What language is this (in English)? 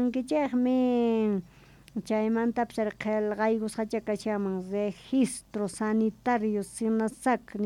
South Bolivian Quechua